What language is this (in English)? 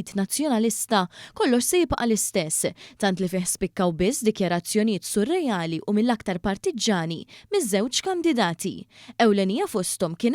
Maltese